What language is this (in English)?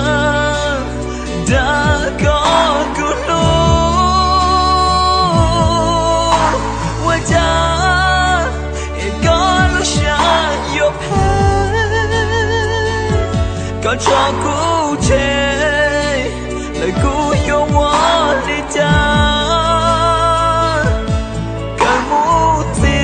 Hmong